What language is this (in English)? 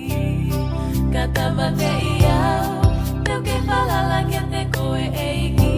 Tongan